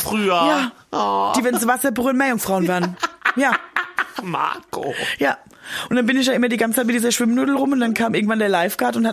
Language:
German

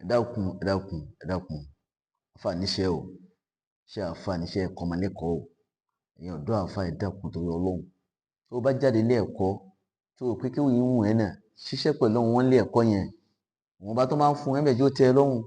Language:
Yoruba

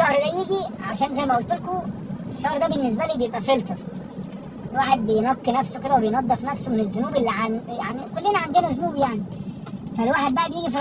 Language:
Egyptian Arabic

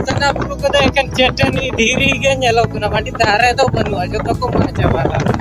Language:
Santali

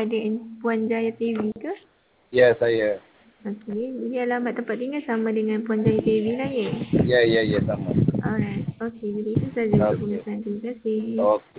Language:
Malay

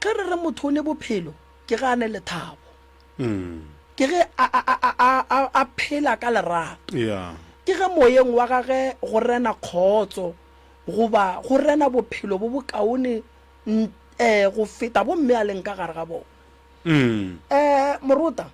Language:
Northern Sotho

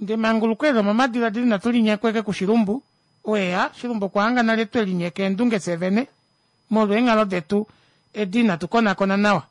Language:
Kuanyama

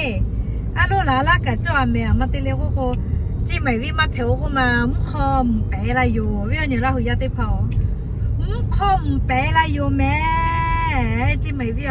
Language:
Lahu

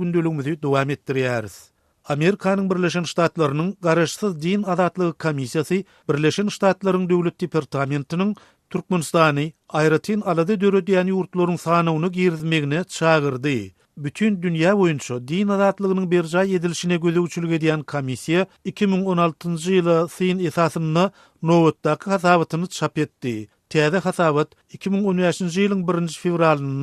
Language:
Turkmen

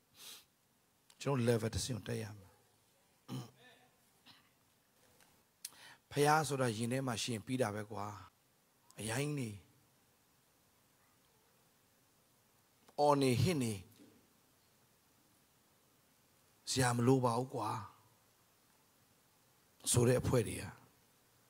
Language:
Burmese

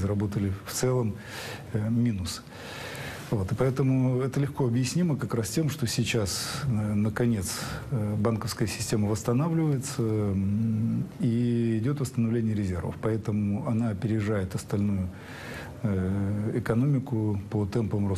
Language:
Russian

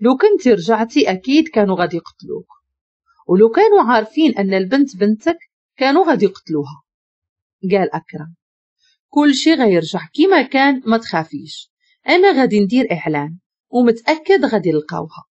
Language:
Moroccan Arabic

